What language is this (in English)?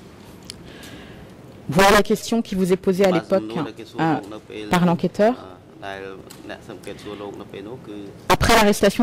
French